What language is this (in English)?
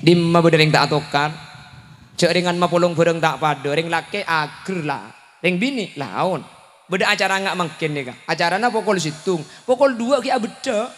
Madurese